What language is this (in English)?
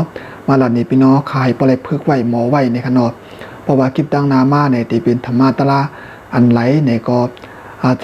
Shan